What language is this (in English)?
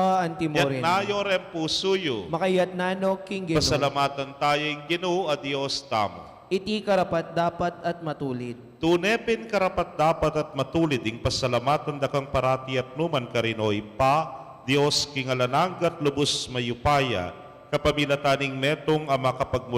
Pampanga